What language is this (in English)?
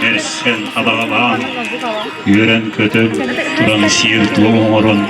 Yakut